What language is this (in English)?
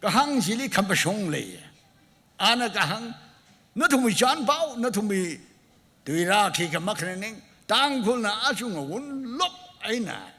Tangkhul Naga (India)